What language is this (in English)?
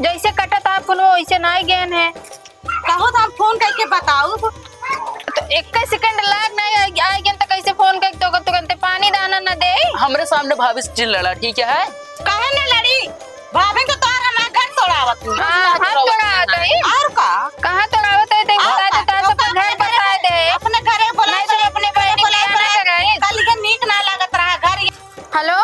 Awadhi